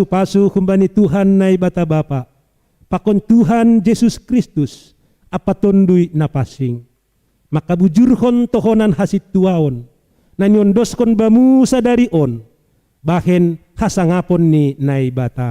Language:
Batak Simalungun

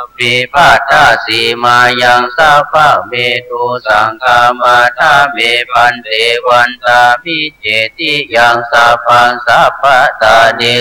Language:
Pali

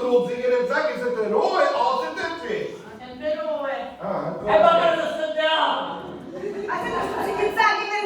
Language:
Sicilian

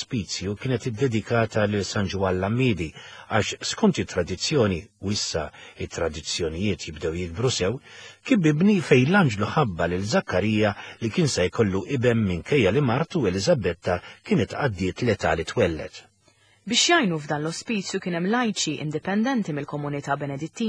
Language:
Maltese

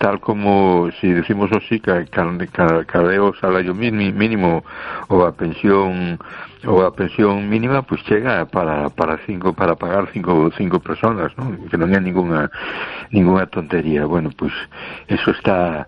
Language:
Galician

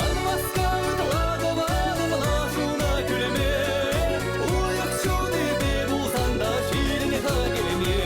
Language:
Chuvash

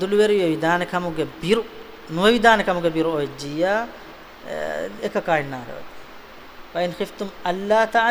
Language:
Divehi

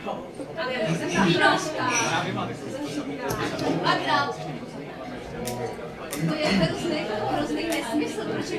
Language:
Czech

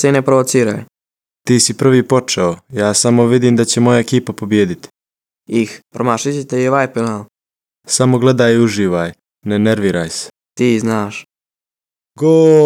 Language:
Serbian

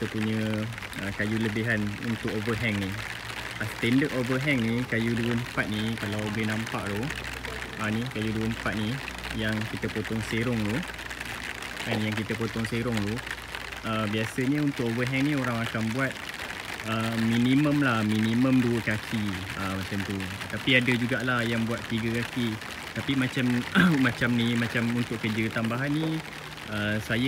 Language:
Malay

